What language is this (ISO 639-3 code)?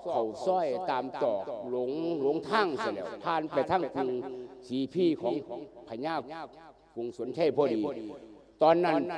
lao